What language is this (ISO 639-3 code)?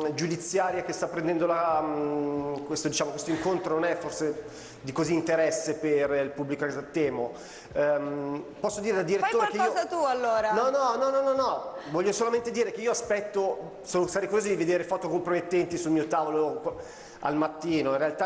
ita